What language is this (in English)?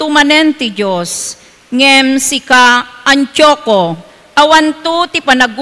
Iloko